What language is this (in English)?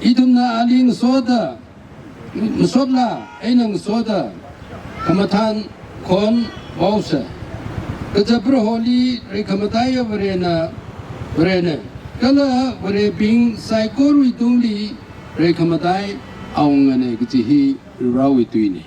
Tangkhul Naga (India)